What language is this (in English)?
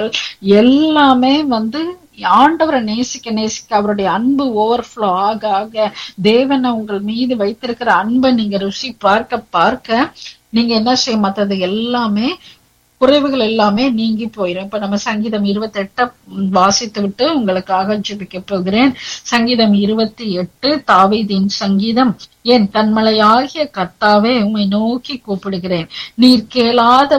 Tamil